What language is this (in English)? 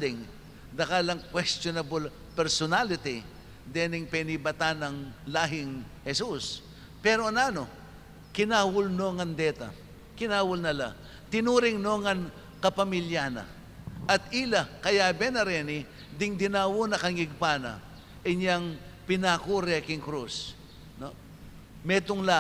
Pampanga